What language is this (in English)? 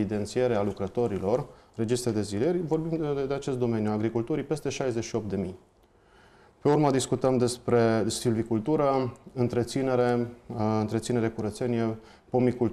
Romanian